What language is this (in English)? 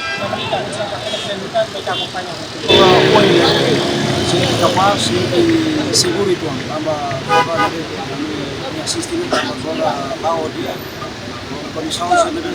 Tetum